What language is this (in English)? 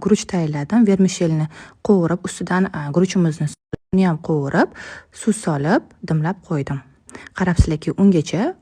Uzbek